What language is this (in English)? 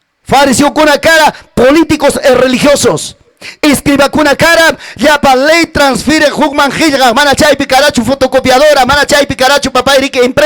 Ayacucho Quechua